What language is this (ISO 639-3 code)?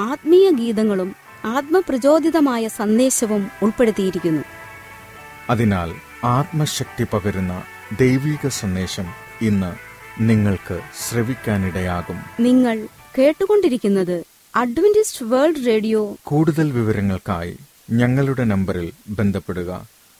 mal